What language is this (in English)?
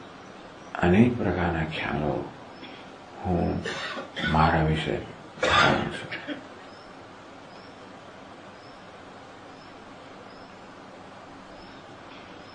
Gujarati